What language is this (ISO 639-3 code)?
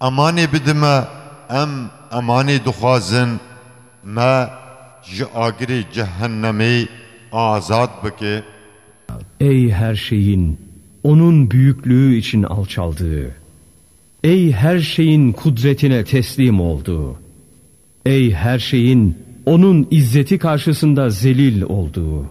kur